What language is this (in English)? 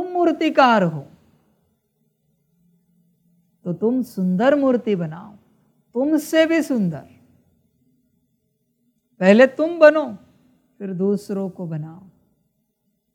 Hindi